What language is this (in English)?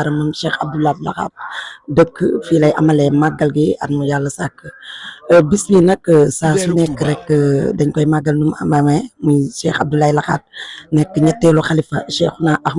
Wolof